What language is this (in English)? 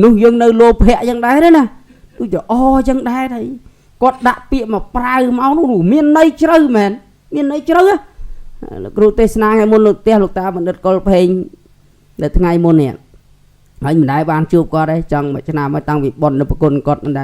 Khmer